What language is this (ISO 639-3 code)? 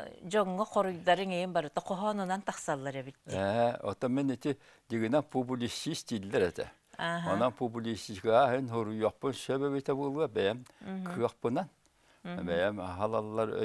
tat